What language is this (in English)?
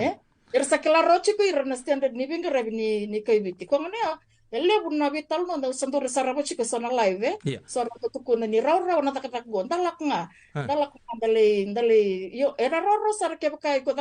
Fijian